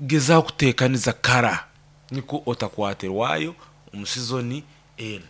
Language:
Nyoro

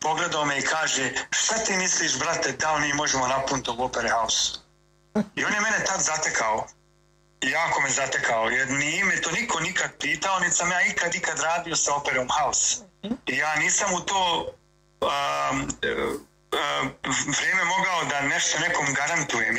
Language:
Bosnian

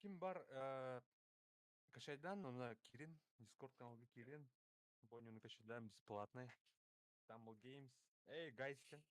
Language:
Yakut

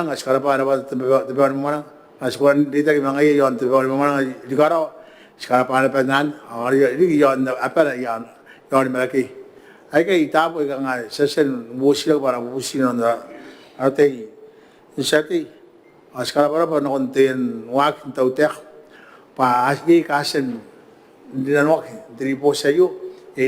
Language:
Gilbertese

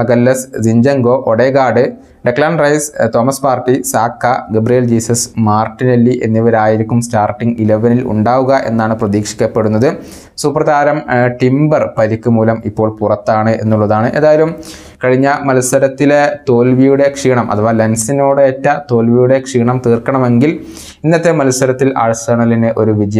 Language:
Malayalam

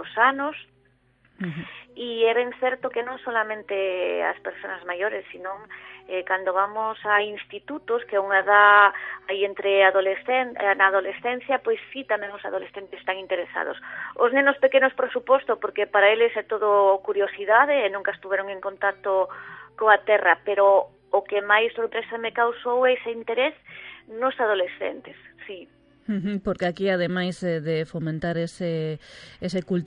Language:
Galician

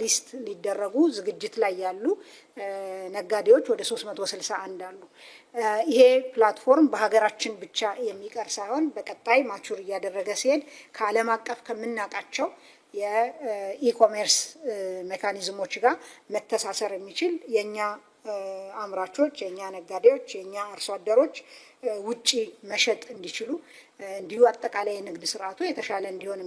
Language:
Amharic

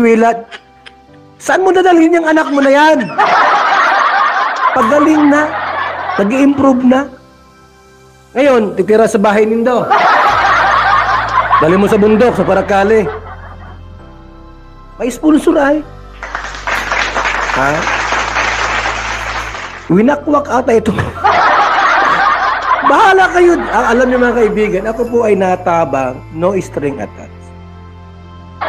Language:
Filipino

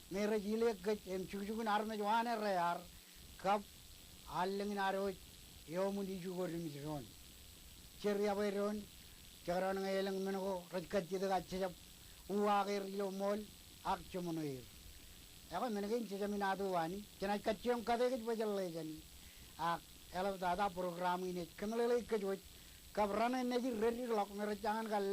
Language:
Marshallese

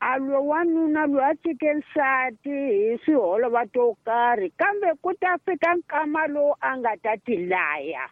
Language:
Tsonga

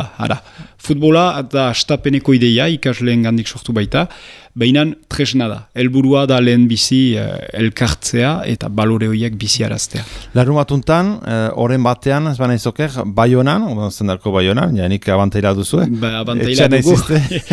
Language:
Basque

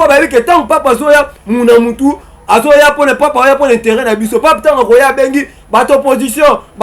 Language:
Lingala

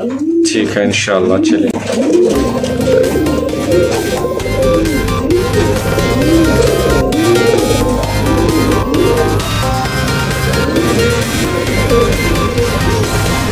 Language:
Hindi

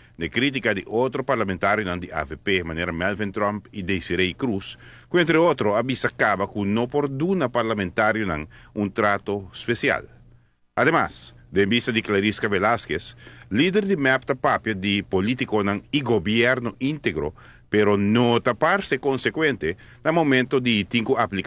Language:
Papiamento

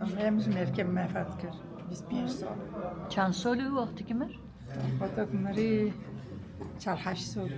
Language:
Kurdish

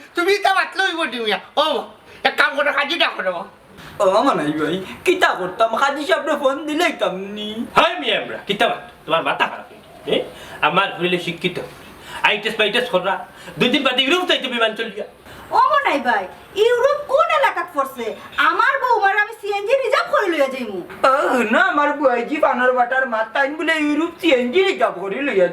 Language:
Sylheti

